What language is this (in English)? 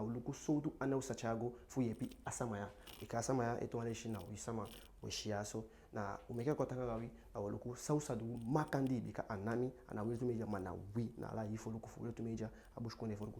Eastern Maroon Creole